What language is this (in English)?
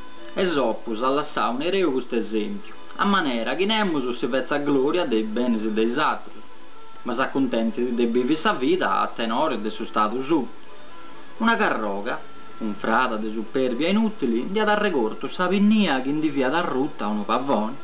Sardinian